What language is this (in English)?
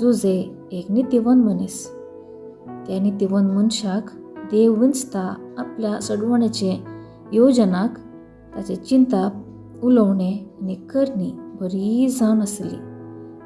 Konkani